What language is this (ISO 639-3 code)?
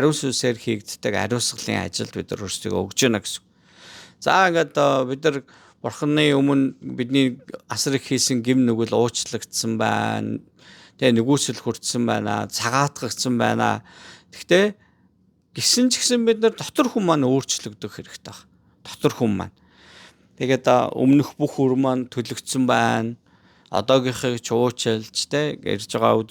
mon